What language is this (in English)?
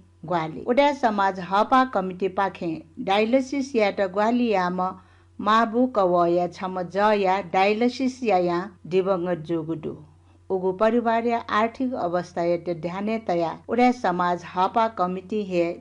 Newari